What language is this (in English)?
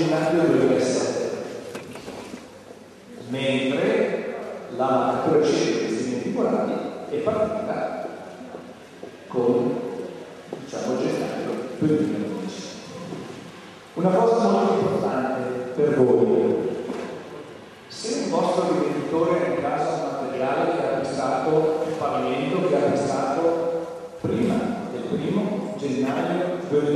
Italian